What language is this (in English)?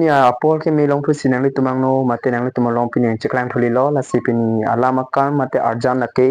Karbi